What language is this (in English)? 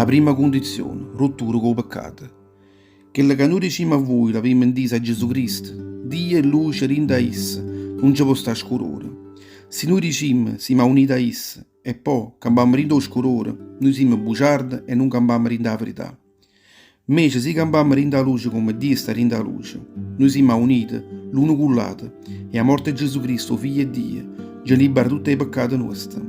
Neapolitan